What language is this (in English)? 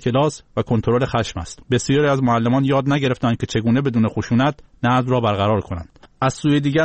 Persian